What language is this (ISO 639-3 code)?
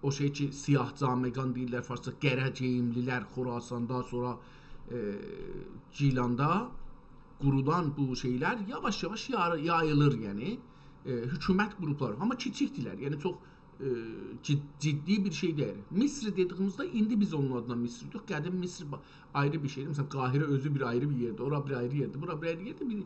azb